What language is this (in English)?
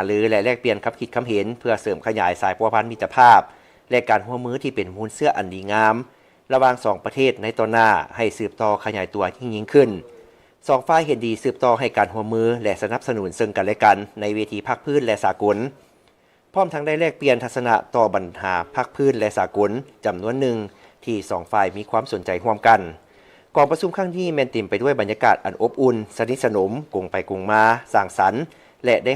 Lao